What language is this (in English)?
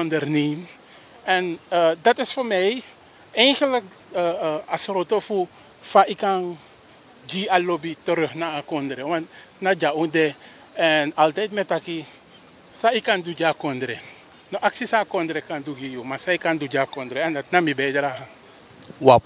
Sranan Tongo